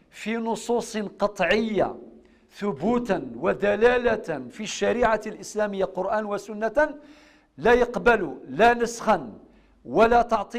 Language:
Kabyle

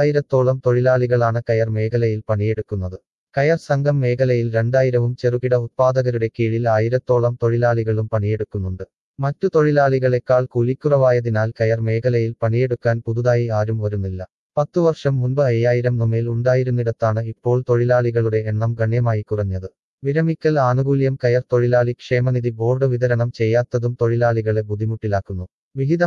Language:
Malayalam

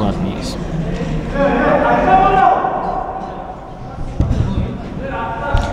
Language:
Kazakh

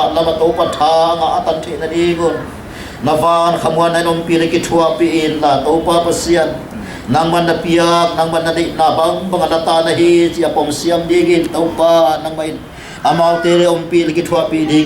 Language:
Paite Chin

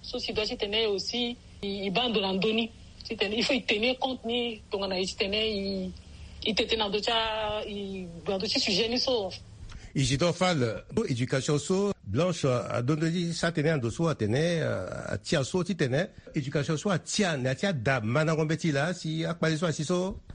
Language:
Sango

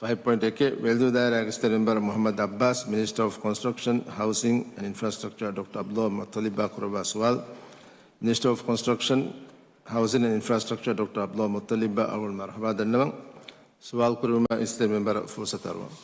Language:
Divehi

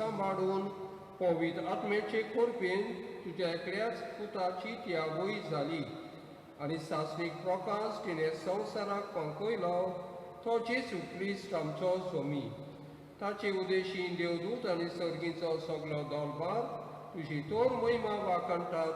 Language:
Konkani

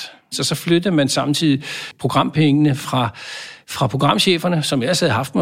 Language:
Danish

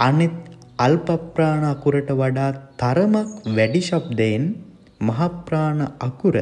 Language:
Sinhala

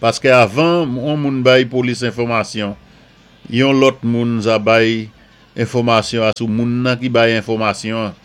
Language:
Saint Lucian Creole French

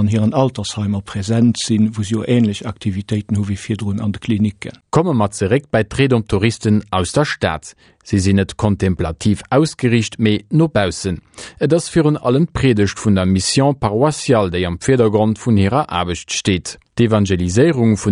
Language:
Luxembourgish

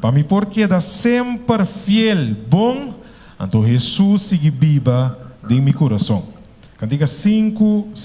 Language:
Papiamento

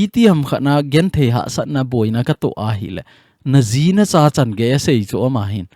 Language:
Thado Chin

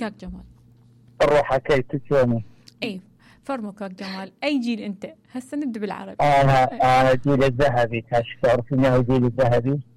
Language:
Mesopotamian Arabic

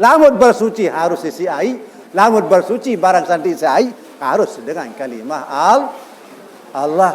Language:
Sasak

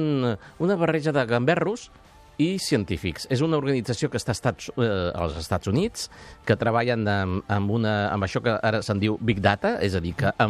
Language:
Catalan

